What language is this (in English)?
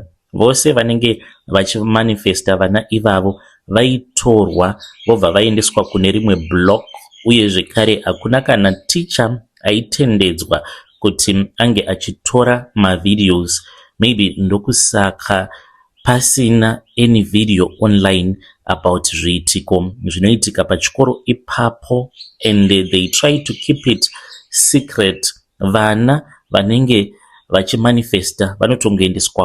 Shona